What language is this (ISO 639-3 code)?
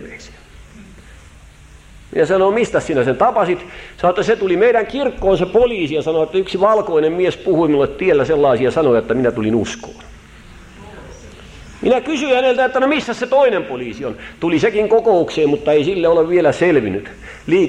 fin